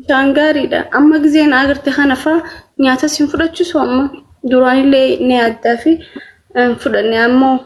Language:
Oromo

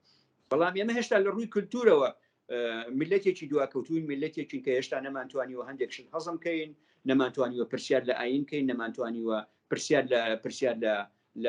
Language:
Central Kurdish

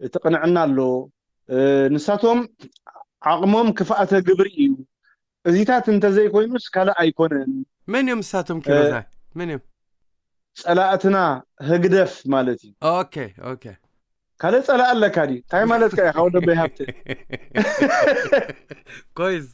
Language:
Tigrinya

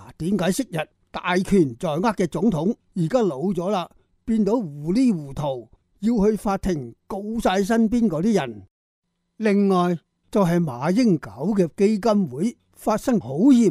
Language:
Cantonese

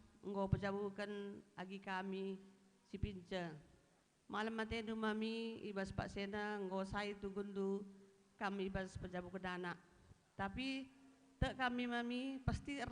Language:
Batak Karo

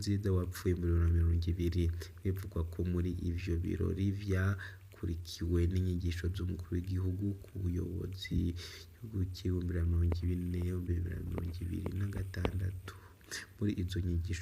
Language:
Rundi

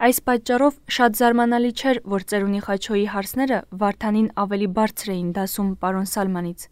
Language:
Armenian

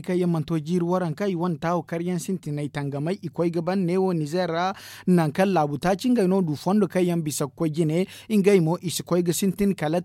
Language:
Zarma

